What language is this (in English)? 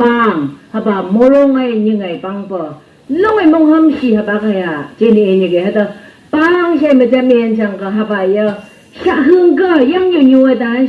Phom Naga